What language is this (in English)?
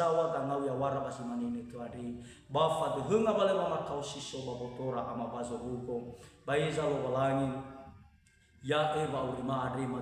Nias